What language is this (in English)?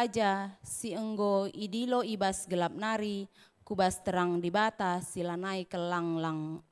Batak Karo